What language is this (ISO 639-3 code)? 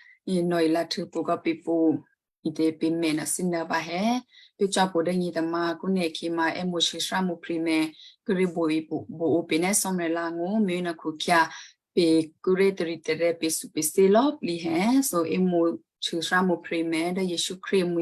kyu